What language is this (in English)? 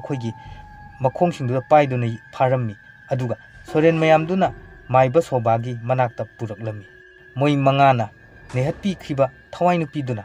Manipuri